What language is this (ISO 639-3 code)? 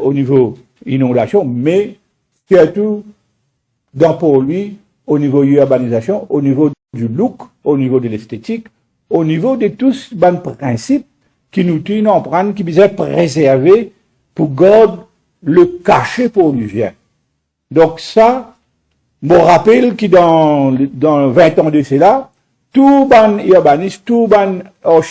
mfe